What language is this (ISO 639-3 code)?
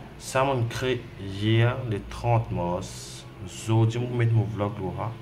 mfe